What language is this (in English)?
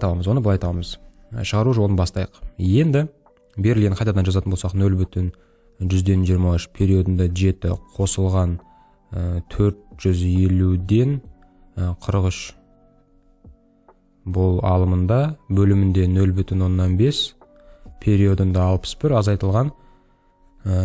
Kazakh